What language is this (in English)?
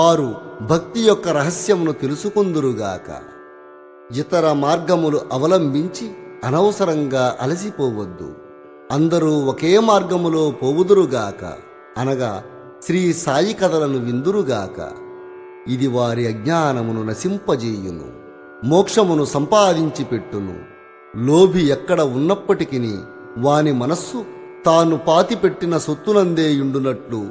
Telugu